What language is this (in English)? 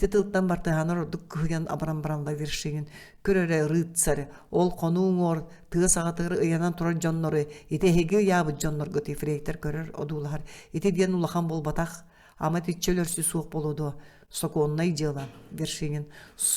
Yakut